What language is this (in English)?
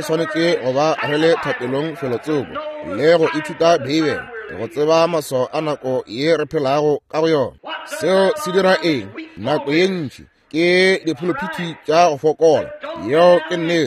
Northern Sotho